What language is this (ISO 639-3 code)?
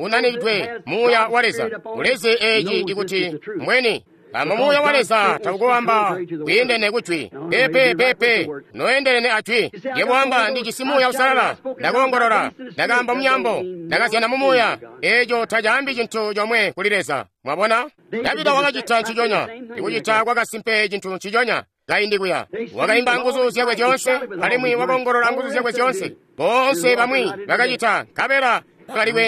toi